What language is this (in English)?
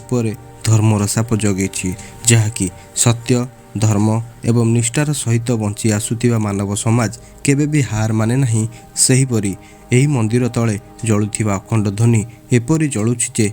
Odia